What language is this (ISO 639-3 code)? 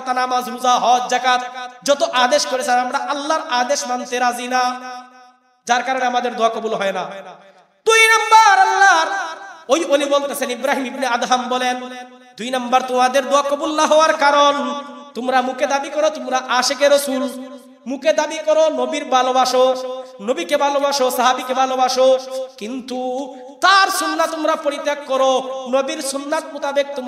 ben